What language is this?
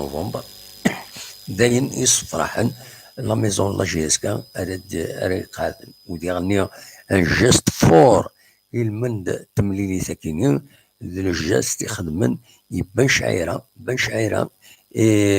Kabyle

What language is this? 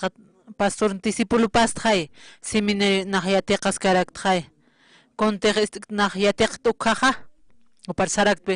Aymara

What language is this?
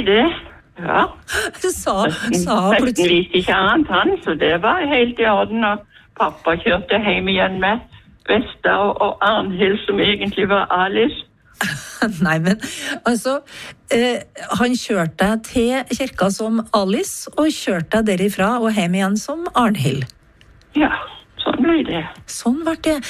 Norwegian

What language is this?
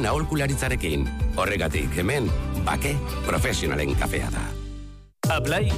Basque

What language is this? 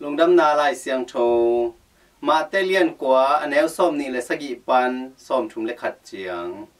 Tedim Chin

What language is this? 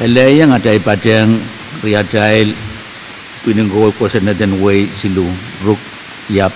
Pohnpeian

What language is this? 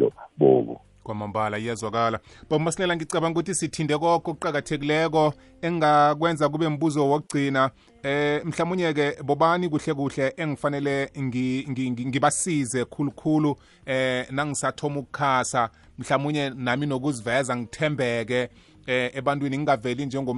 South Ndebele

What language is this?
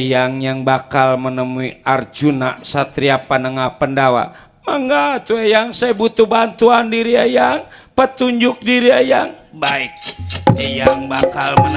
Betawi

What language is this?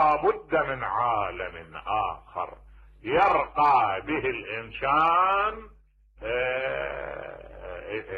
Mesopotamian Arabic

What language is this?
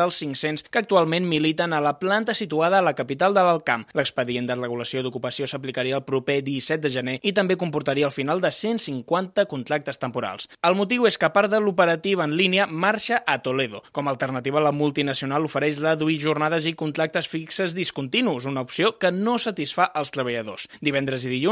Catalan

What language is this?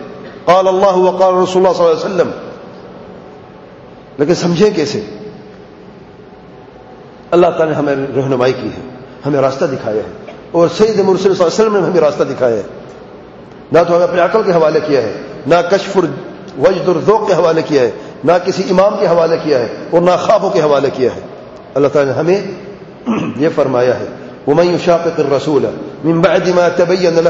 Urdu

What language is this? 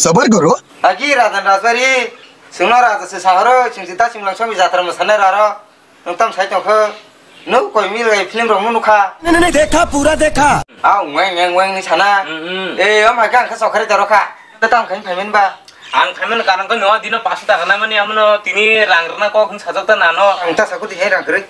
Kok Borok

